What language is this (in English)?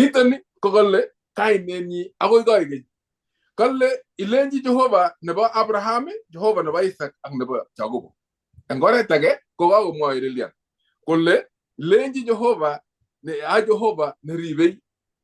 Kalenjin